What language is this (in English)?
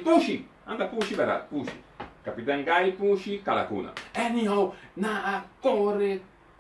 Papiamento